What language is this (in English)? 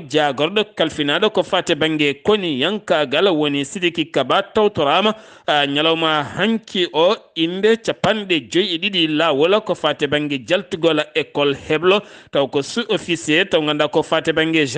Fula